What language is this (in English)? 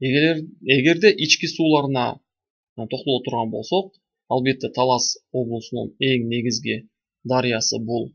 Kyrgyz